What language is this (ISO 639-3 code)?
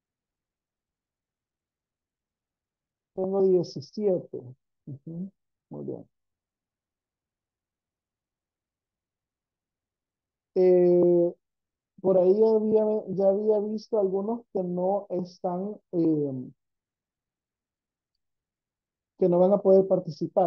spa